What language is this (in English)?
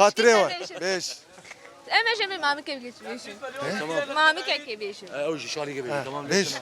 Kurdish